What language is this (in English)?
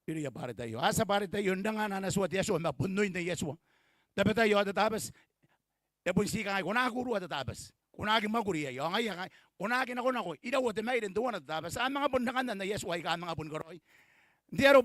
Gilbertese